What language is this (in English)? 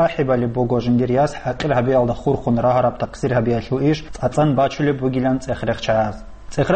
Avaric